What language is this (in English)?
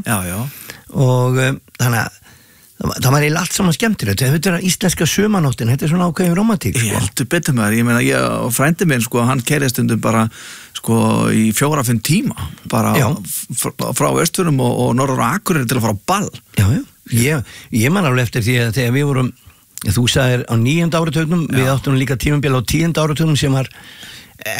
Icelandic